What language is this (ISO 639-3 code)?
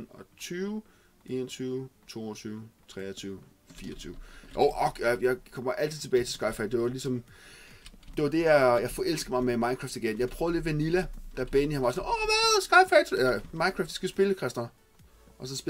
dan